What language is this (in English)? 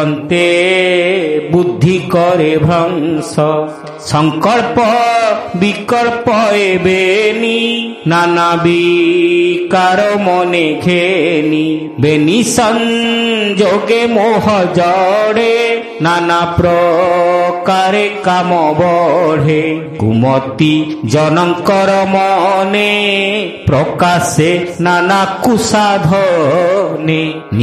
Odia